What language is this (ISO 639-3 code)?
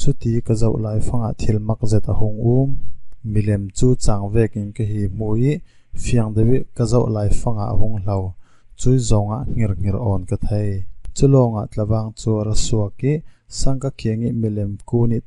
cfm